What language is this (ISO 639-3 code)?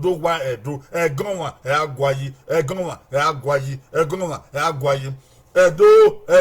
bin